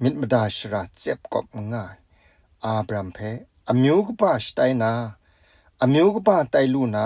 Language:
Kachin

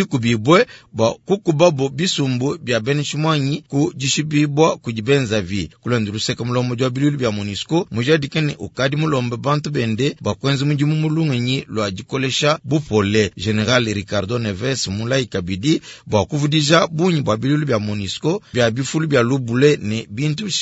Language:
Luba-Lulua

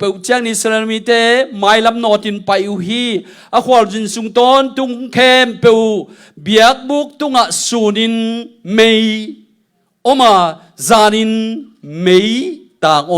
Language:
Tedim Chin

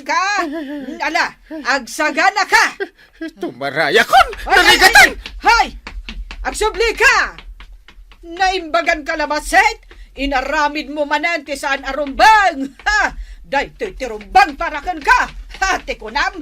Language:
Iloko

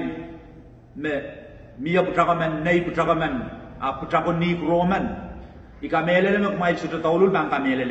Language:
Pohnpeian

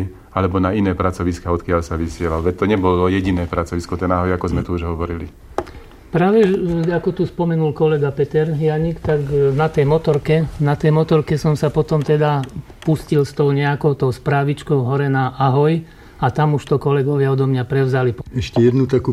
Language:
Slovak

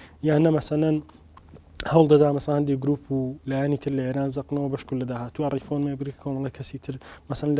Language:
Central Kurdish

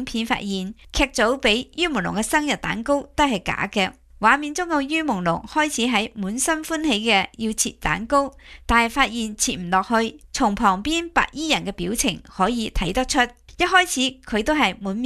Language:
Cantonese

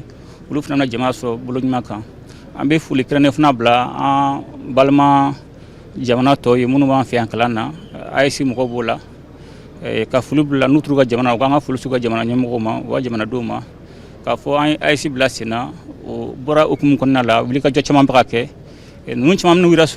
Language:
Bambara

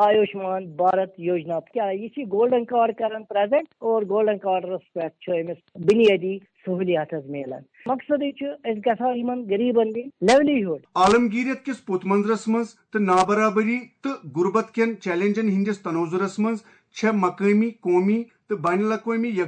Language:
Kashmiri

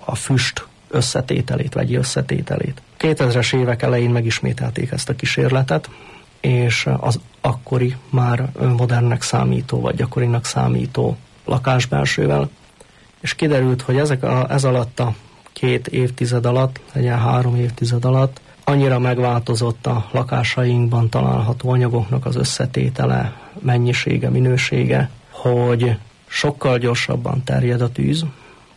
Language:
Hungarian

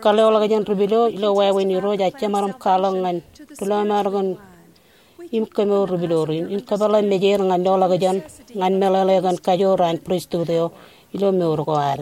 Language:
Marshallese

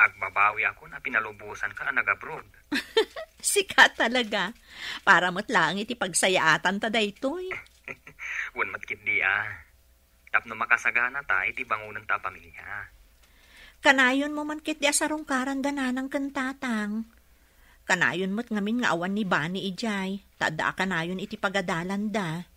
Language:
Iloko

